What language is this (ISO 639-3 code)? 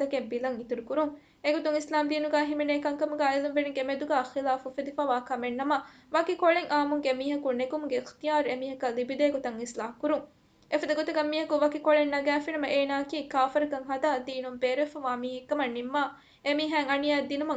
div